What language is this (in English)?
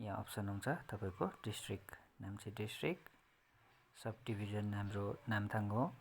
Nepali